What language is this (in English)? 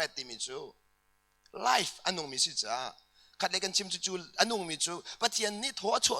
Hakha Chin